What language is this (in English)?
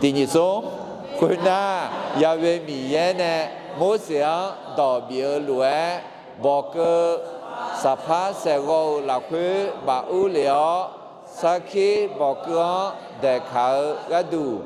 Akha